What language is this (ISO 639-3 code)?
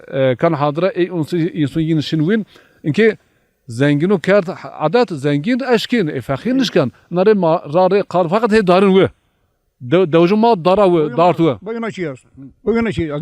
zza